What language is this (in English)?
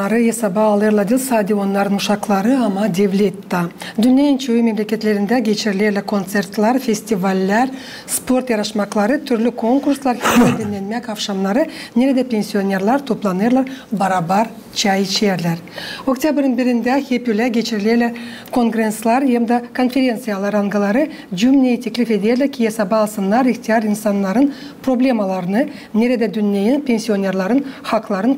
Gagauz